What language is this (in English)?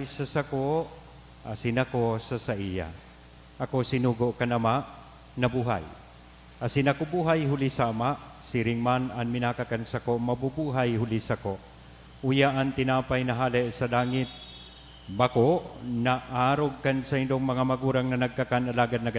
Bikol